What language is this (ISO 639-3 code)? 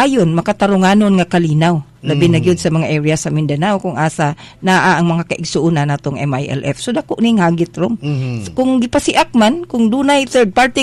ceb